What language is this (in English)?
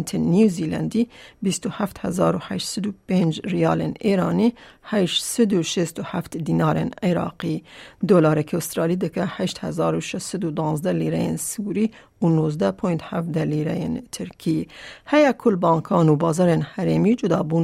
Kurdish